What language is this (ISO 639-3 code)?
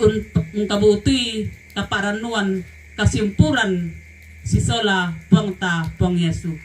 sda